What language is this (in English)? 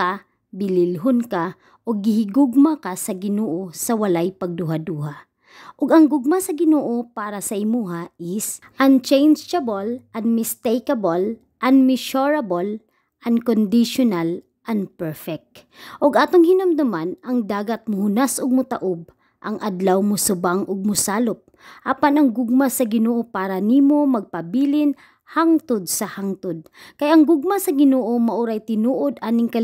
Cebuano